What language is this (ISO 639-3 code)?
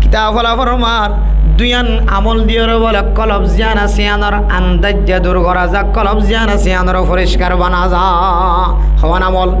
rhg